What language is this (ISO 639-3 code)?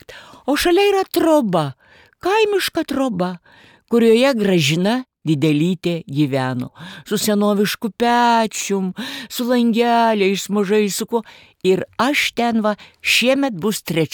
lit